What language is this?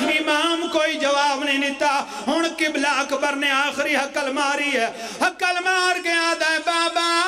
Pahari-Potwari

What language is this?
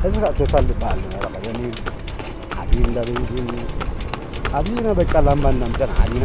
Tigrinya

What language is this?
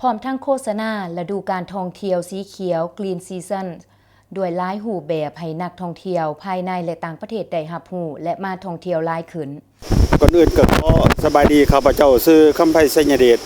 Lao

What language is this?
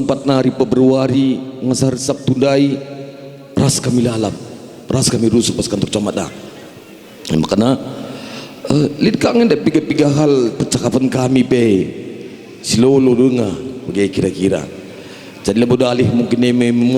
Batak Karo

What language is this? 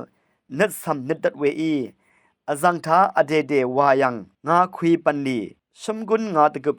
Rawang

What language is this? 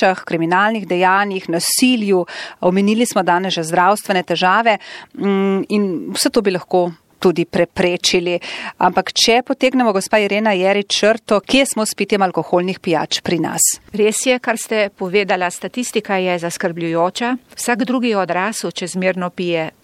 Slovenian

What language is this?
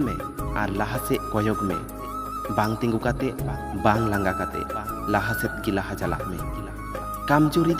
Santali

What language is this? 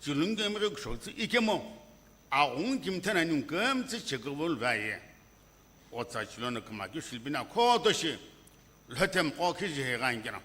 Sumi Naga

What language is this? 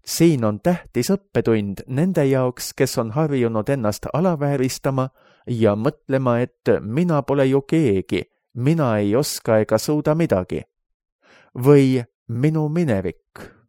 Estonian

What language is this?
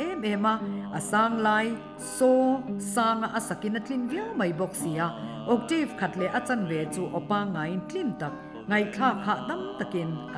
Mizo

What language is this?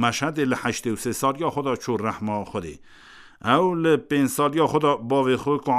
Kurdish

